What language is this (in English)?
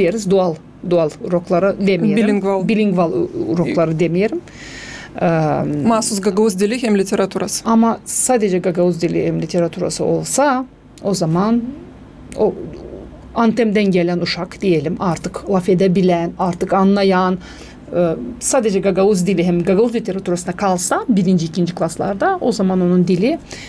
Gagauz